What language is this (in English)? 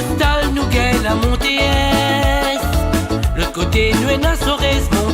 Morisyen